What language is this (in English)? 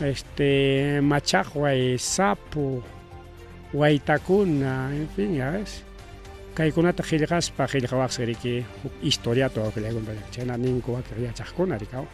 Ayacucho Quechua